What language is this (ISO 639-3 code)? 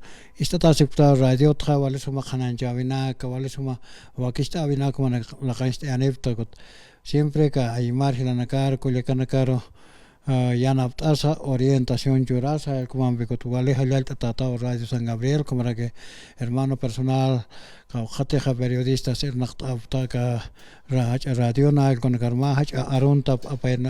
aym